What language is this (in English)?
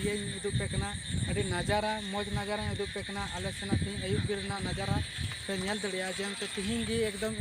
Santali